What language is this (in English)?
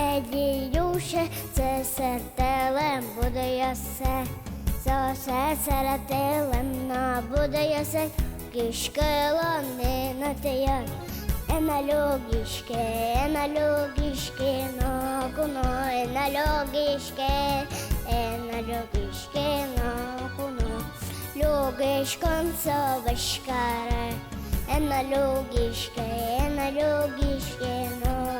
Udmurt